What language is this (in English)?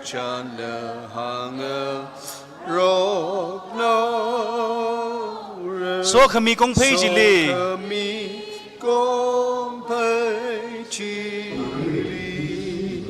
Tangkhul Naga (India)